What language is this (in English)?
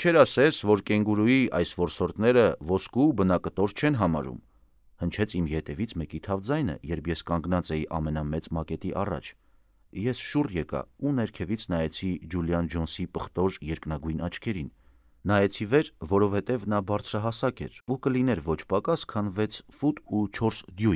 Armenian